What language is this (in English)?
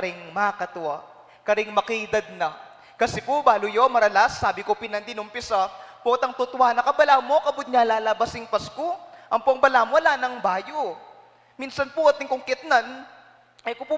Pampanga